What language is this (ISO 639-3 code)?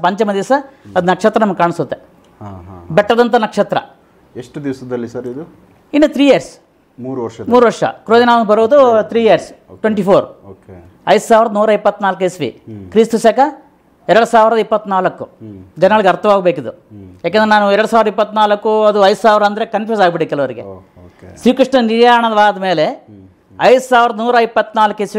kan